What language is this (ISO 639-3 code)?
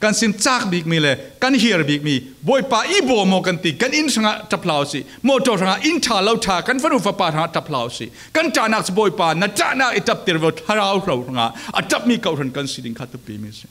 cfm